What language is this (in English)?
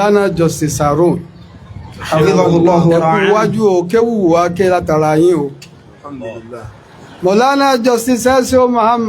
Yoruba